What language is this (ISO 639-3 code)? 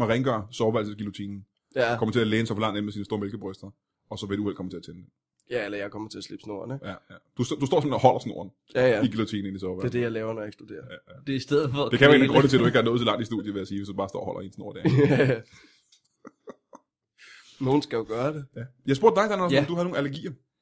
dan